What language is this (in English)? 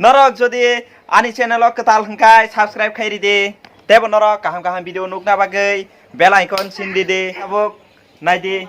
Kok Borok